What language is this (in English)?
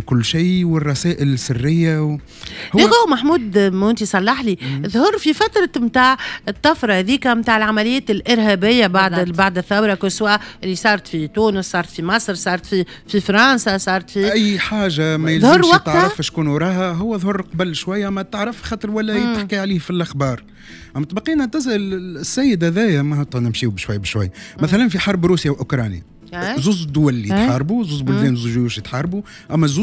Tunisian Arabic